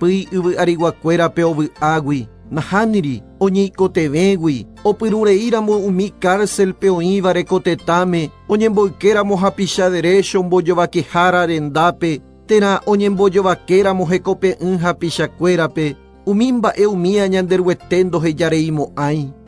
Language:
Guarani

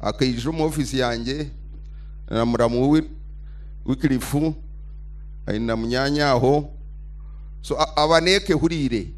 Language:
Nyankole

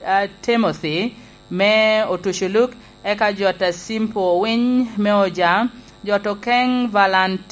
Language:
Lango (Uganda)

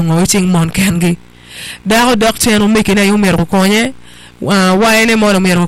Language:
Acoli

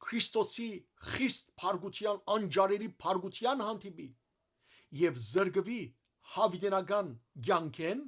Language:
Western Armenian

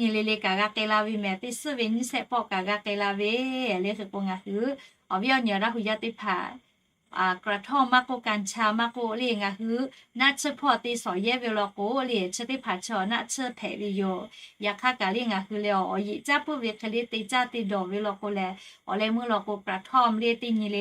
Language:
Lahu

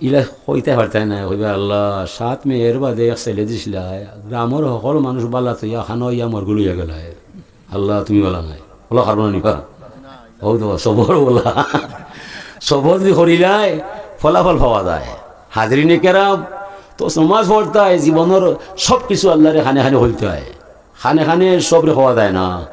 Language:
Sylheti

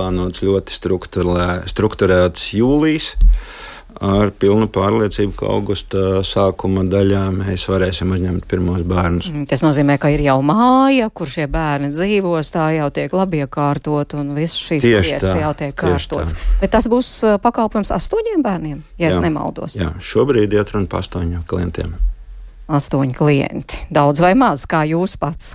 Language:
Latvian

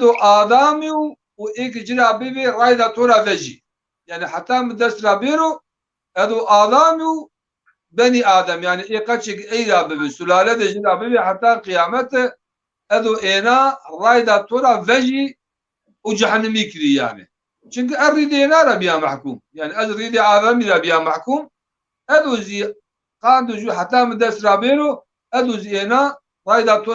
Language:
Zaza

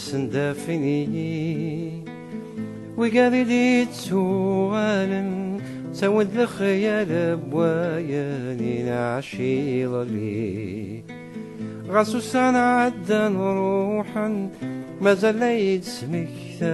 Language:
Kabyle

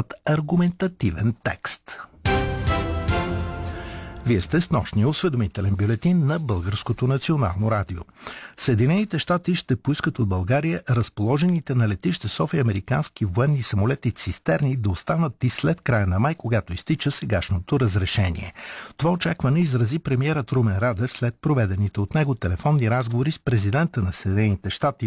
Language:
Bulgarian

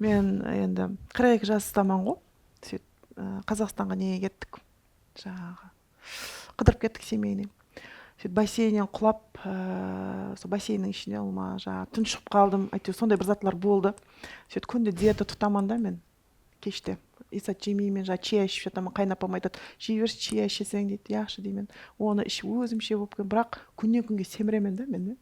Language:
Kara-Kalpak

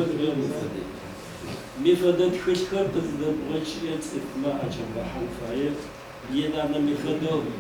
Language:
Adyghe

